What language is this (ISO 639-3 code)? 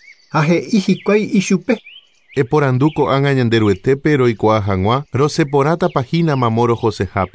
grn